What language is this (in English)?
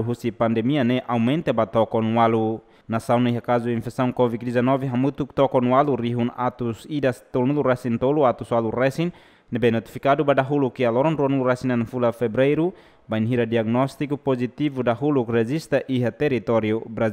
Tetum